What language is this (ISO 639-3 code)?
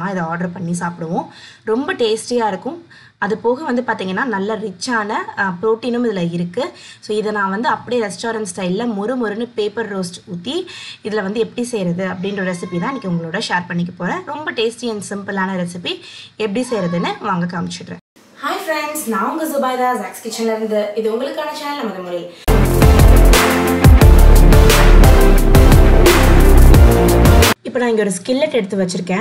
tam